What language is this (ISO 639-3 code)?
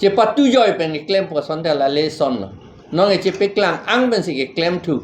mjw